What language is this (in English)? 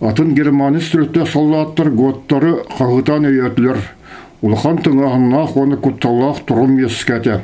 Yakut